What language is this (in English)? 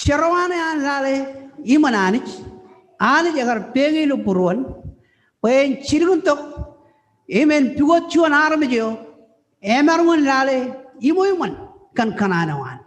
Marshallese